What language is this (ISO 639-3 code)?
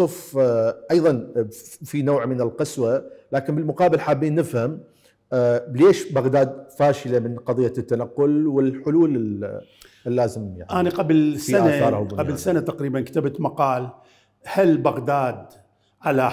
acm